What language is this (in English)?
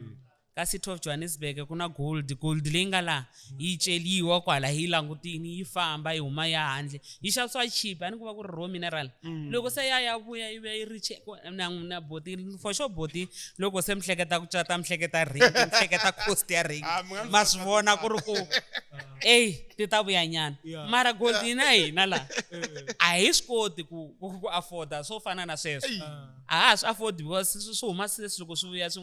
Tsonga